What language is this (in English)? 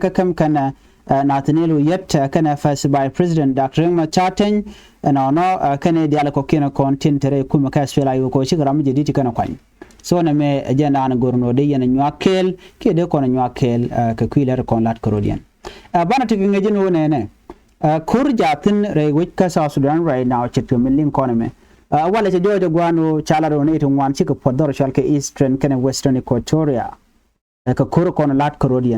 Nuer